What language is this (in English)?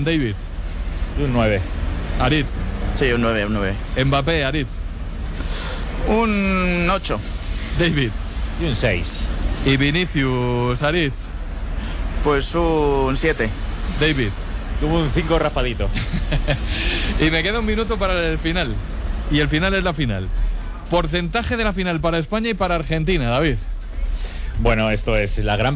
Spanish